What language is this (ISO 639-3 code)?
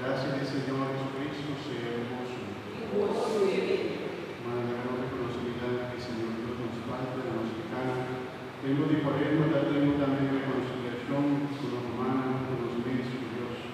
pap